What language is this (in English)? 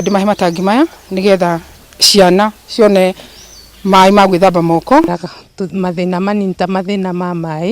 Kikuyu